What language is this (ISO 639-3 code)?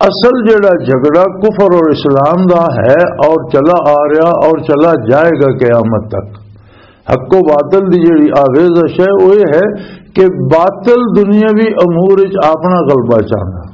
lah